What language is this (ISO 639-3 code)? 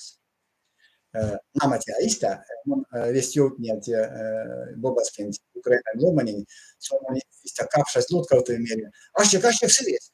myv